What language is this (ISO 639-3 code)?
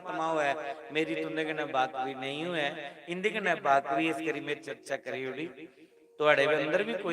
doi